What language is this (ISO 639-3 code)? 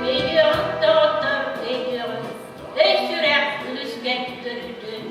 sah